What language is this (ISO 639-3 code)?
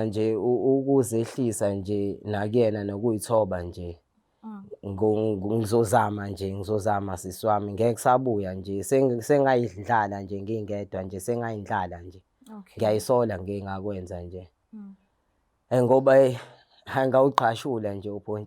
zul